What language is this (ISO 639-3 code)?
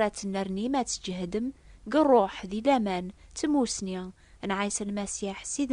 kab